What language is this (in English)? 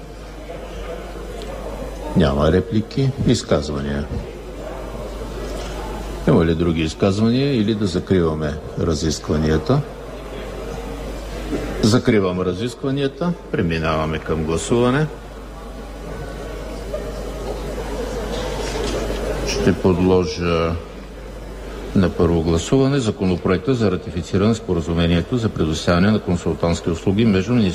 Bulgarian